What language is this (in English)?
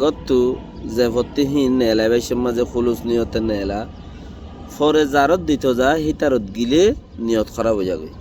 Rohingya